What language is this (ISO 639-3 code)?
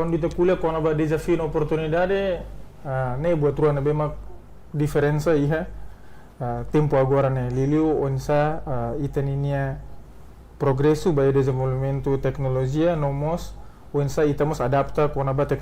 tet